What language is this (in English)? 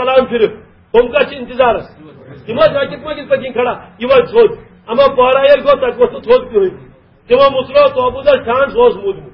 Kashmiri